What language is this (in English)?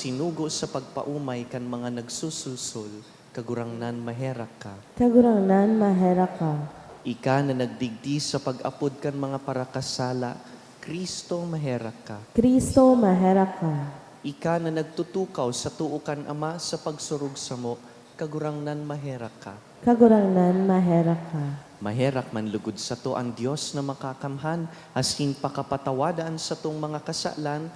Bikol